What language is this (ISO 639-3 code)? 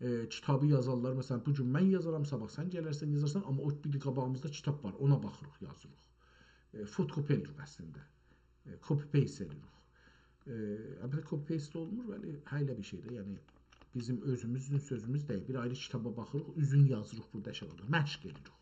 azb